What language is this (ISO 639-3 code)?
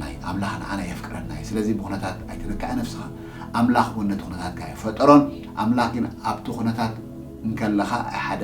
tir